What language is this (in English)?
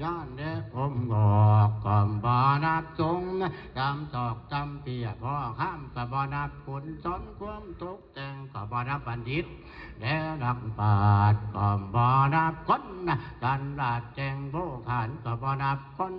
Northeastern Thai